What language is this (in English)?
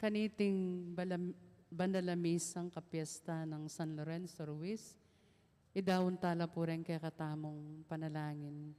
Pampanga